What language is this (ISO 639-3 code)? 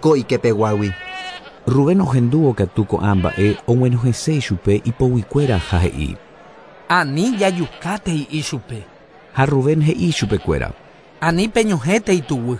grn